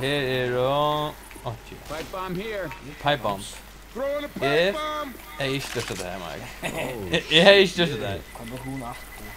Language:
Faroese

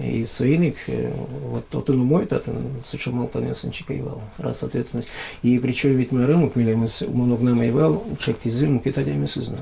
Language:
Udmurt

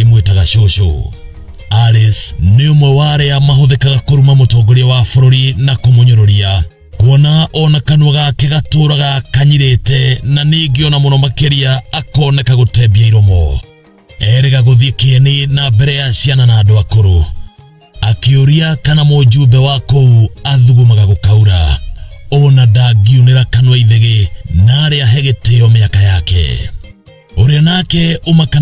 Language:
Kikuyu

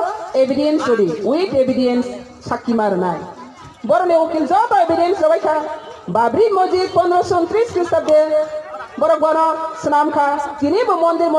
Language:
Kok Borok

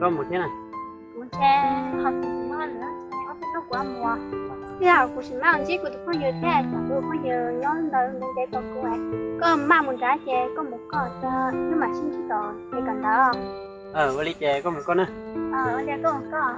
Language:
Hmong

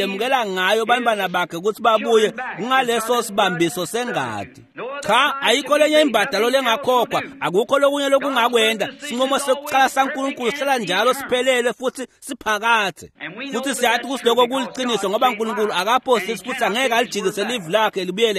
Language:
Swati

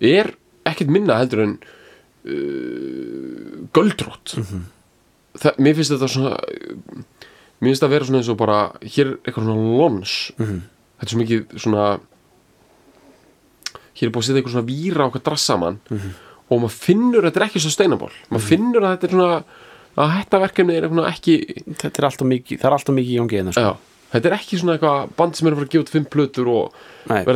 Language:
Icelandic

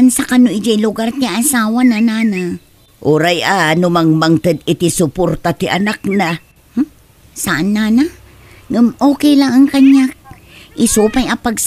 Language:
Iloko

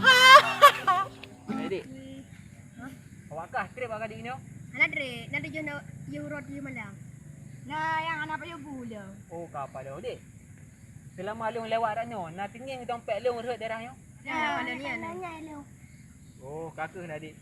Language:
Achinese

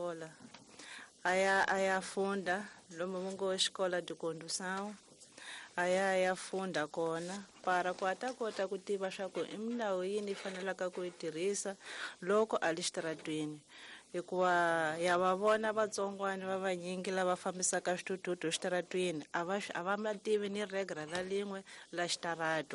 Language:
Tsonga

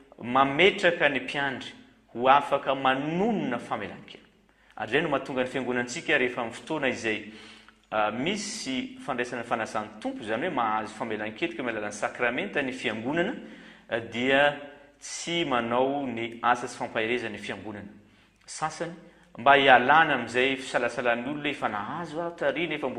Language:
Malagasy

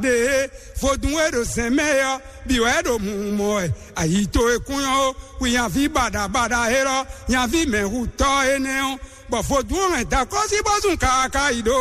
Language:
Fon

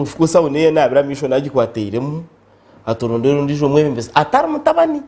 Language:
Nyankole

